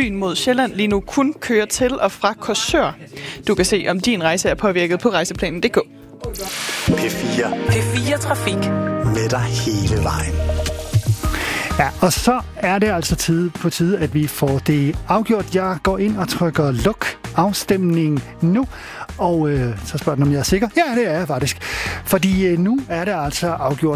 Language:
Danish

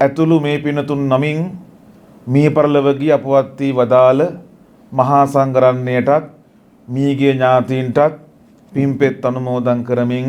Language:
Sinhala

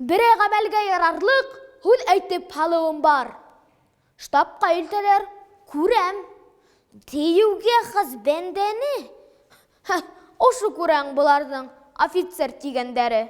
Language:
Bashkir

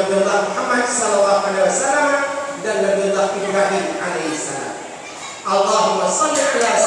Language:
Achinese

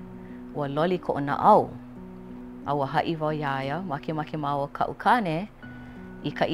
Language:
Hawaiian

